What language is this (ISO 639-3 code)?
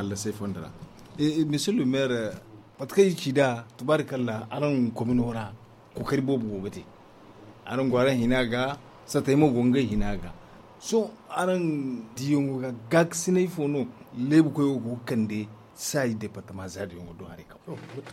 dje